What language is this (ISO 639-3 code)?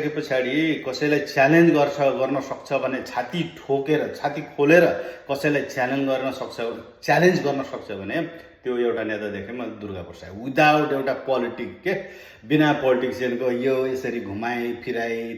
nep